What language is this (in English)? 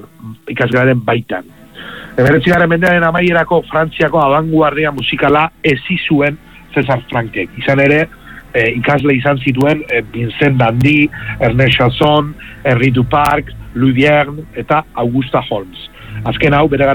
Basque